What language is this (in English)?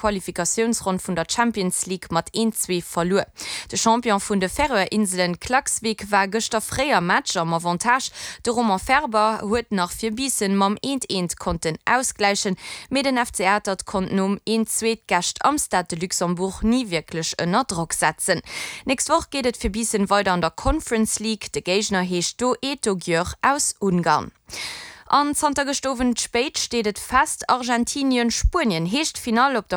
Luxembourgish